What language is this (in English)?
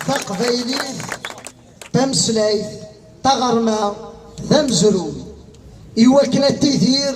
Kabyle